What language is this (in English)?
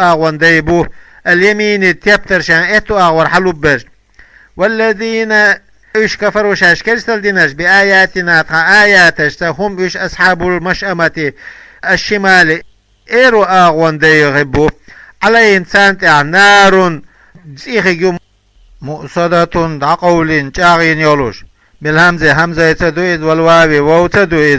Chechen